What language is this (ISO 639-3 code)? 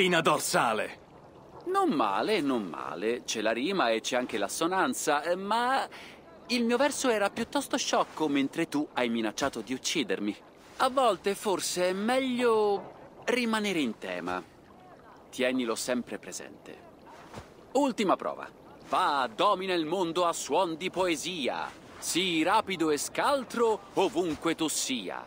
ita